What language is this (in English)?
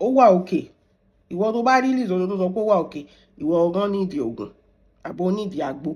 Yoruba